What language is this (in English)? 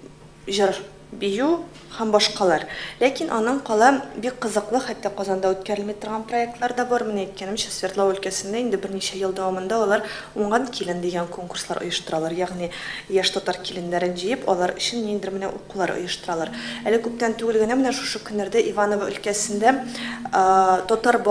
Tatar